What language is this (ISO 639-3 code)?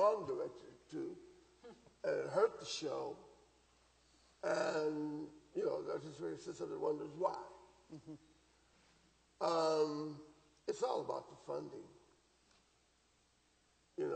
eng